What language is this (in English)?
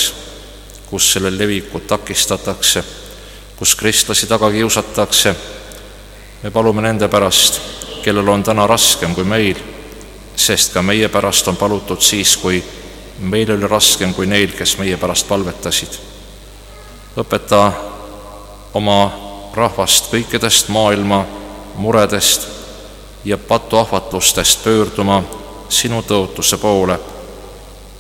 Estonian